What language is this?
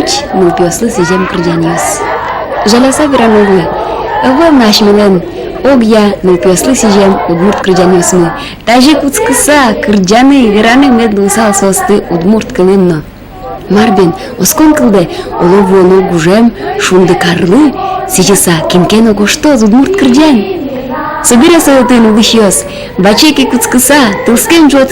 Udmurt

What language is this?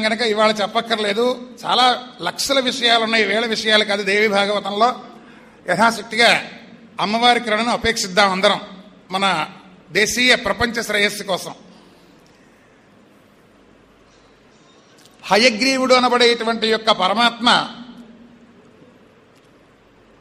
Telugu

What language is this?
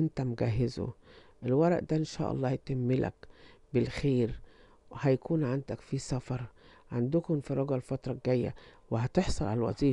Egyptian Arabic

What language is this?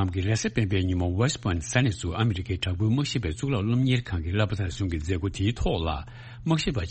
Tibetan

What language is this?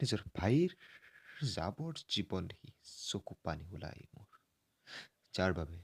Assamese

